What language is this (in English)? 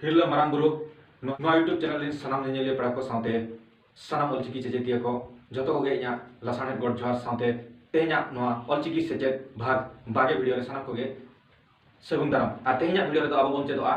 Santali